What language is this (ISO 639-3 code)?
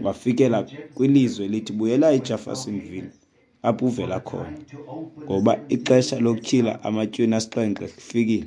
xho